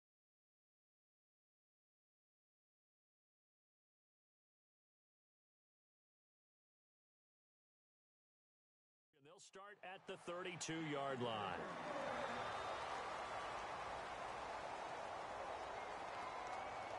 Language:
English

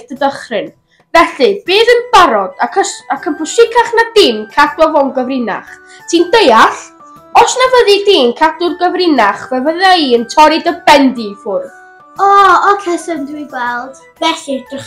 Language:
Welsh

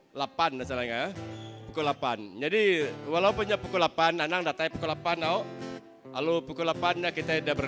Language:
Iban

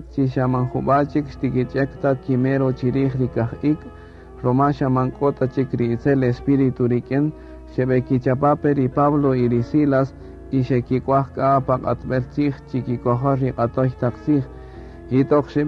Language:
Kaqchikel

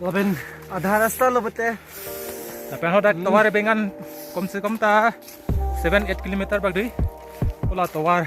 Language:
Karbi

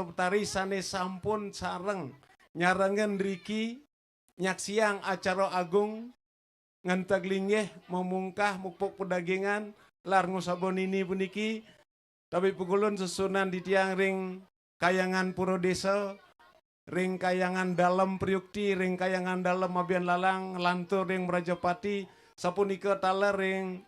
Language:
Balinese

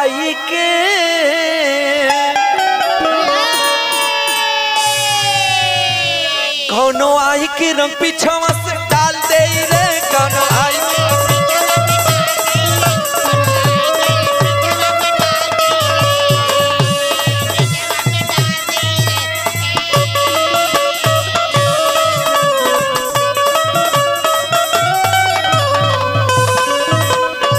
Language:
Bhojpuri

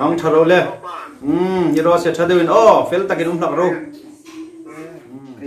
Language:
Hmar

